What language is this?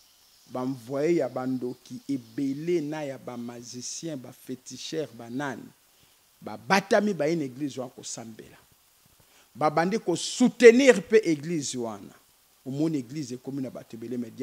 Lingala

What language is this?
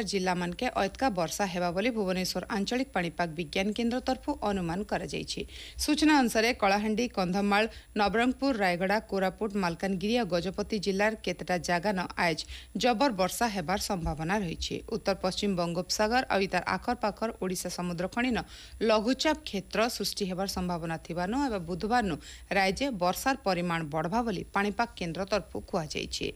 Odia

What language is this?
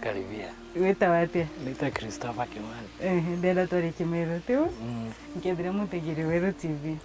Meru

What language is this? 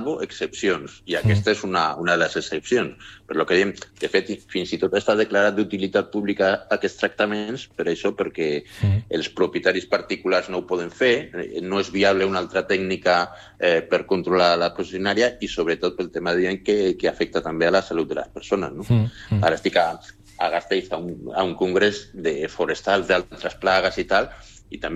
Catalan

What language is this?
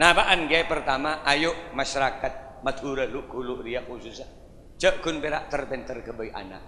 Madurese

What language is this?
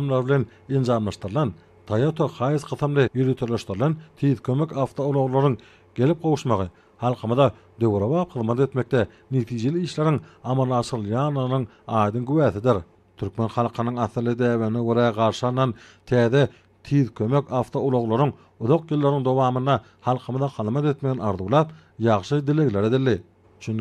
Turkmen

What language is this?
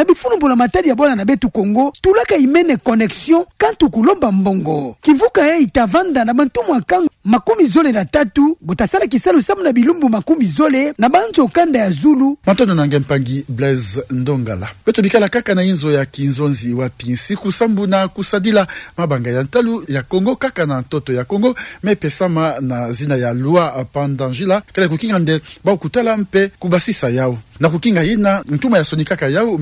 Kituba (Democratic Republic of Congo)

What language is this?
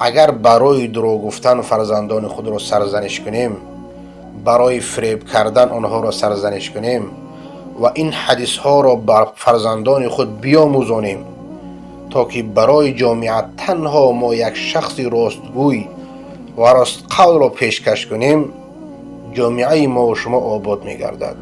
Persian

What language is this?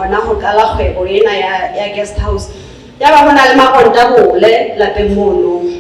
Southern Sotho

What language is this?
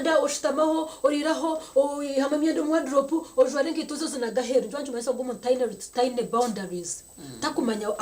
Nyankole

